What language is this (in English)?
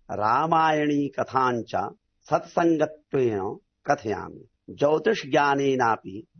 Sanskrit